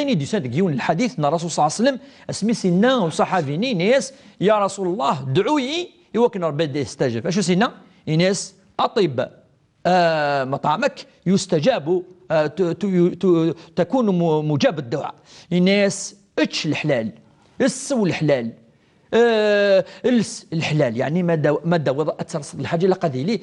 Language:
Kabyle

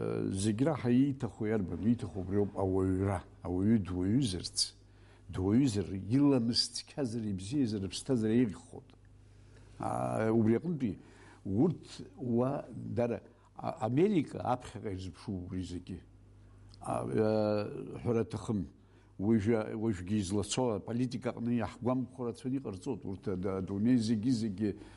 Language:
Abkhazian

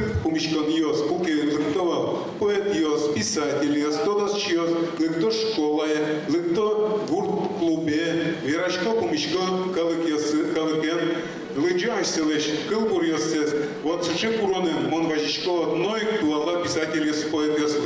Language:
Udmurt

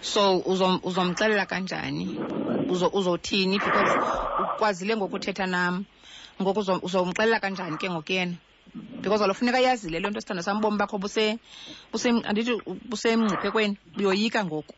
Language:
Xhosa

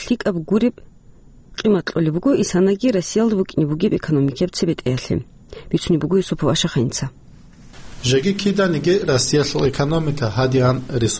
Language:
Avaric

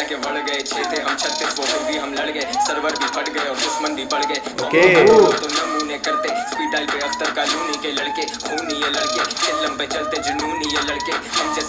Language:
Hindi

